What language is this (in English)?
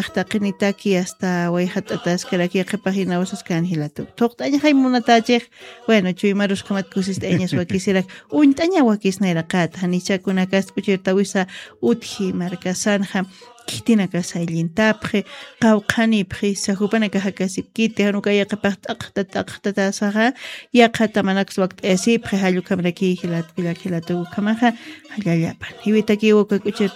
Aymara